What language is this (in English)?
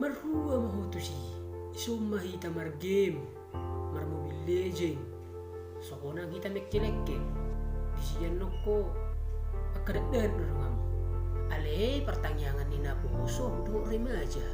Batak Toba